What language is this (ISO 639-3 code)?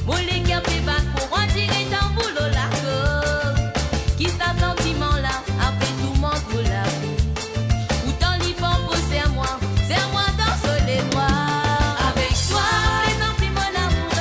mfe